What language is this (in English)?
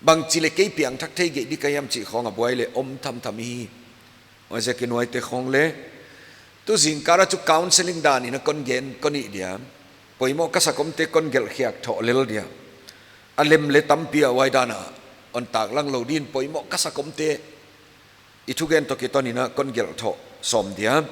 Paite Chin